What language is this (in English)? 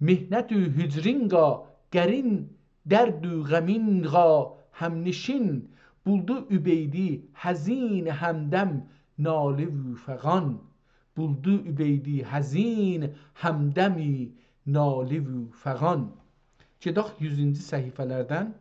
South Azerbaijani